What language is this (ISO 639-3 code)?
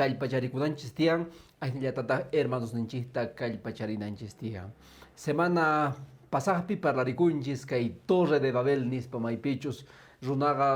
que